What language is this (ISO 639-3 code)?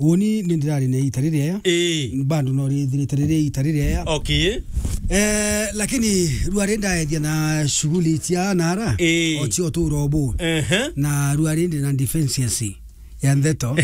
mer